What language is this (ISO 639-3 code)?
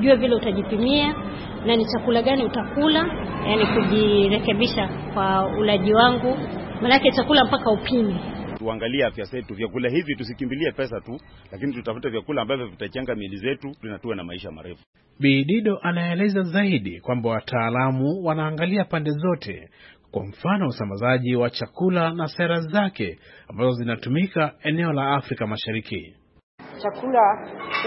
swa